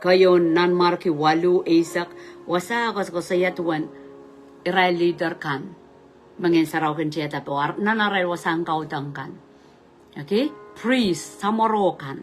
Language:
Pohnpeian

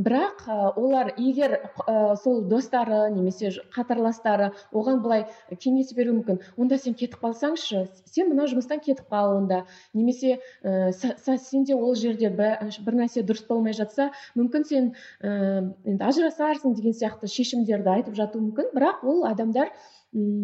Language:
Kazakh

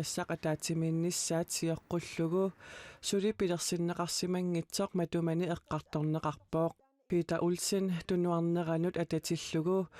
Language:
Kalaallisut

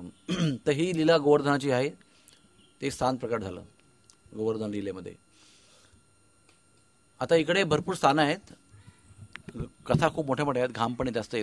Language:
Marathi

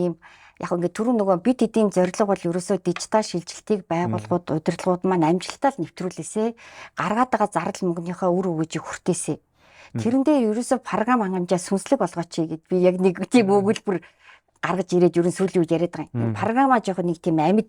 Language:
Mongolian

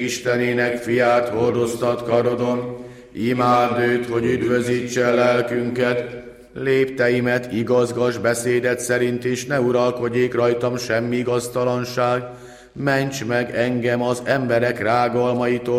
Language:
Hungarian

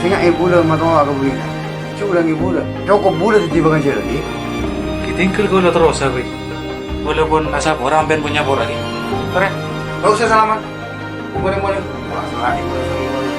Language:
Madurese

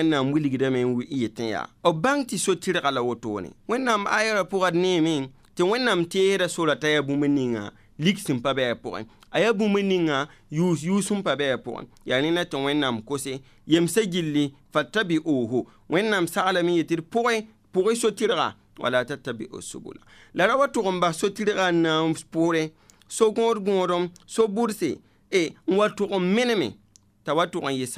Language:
Mossi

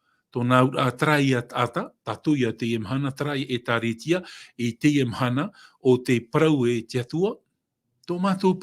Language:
Tahitian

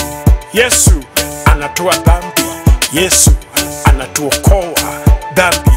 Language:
Swahili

